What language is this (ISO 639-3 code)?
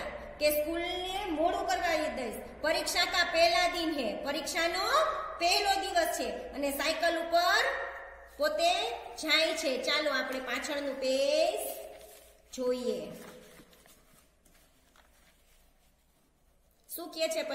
guj